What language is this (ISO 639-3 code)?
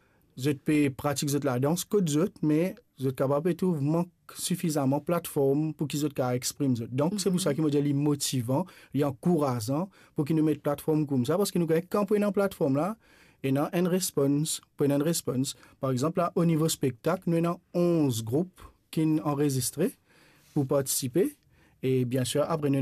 mfe